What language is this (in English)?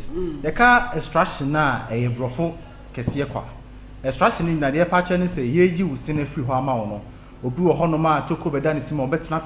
Akan